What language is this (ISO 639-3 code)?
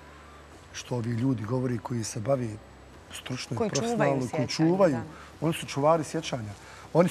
bos